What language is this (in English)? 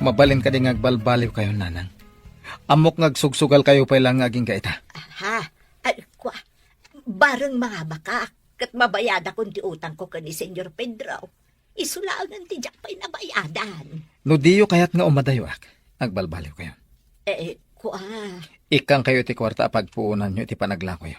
Iloko